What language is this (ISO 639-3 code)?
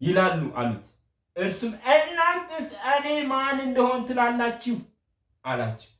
amh